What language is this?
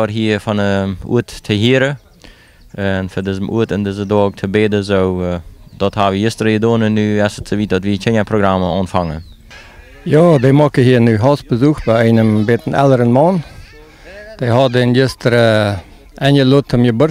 Plautdietsch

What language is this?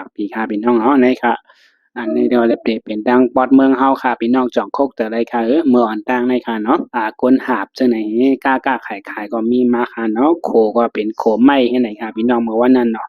Shan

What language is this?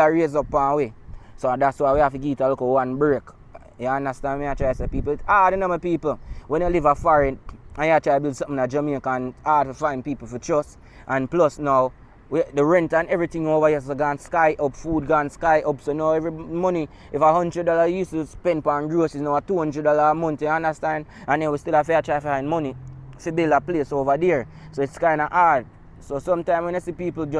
Jamaican Creole English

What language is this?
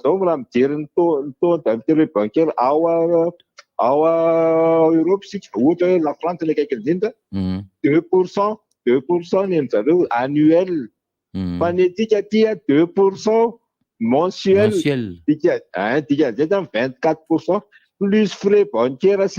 Malagasy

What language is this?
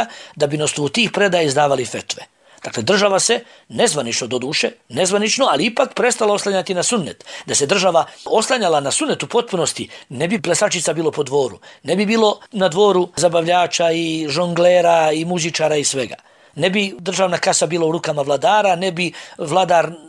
Bosnian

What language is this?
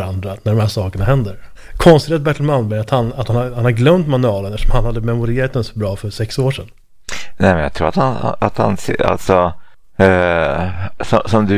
Swedish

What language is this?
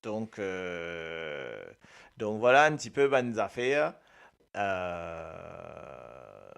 Morisyen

